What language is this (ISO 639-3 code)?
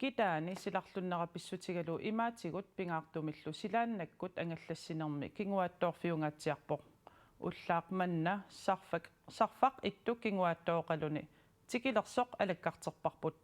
kal